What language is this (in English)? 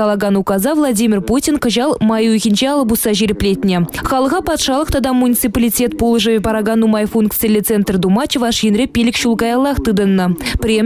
Chuvash